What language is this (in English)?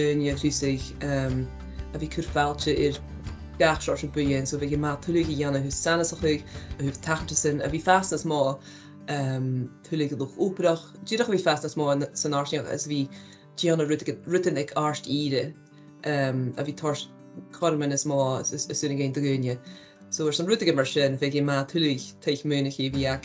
Scottish Gaelic